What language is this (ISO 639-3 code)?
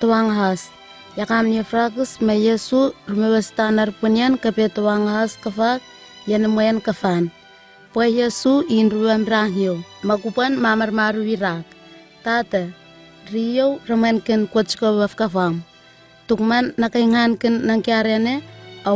nwi